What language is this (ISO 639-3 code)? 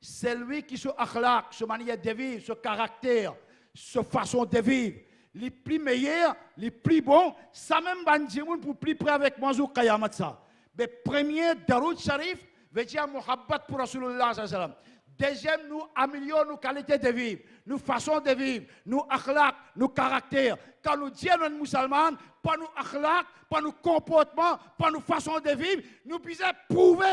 mfe